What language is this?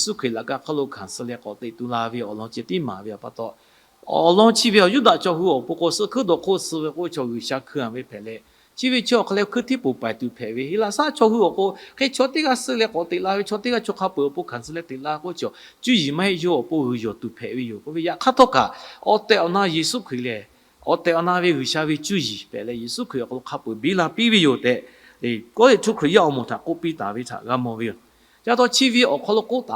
Lahu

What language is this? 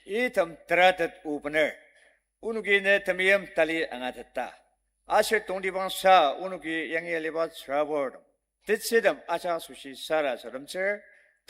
Ao Naga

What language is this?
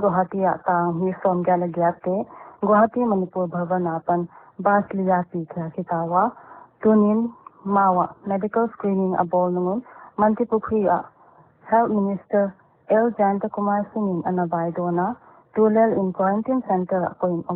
Paite Chin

